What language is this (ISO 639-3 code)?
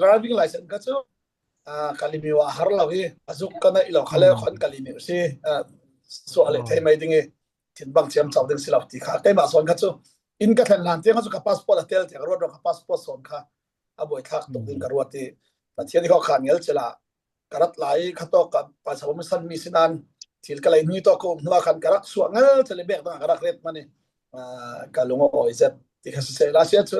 cfm